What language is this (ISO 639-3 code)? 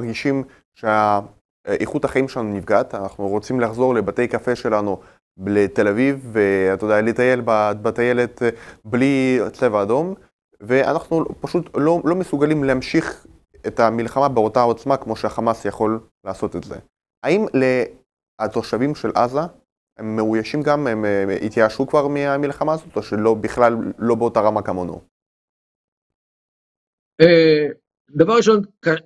heb